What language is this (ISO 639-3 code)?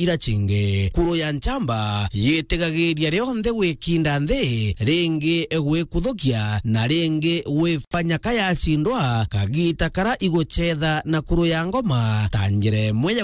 mer